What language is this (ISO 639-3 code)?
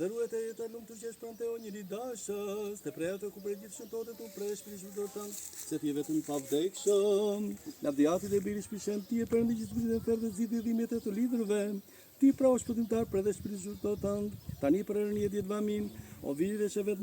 sqi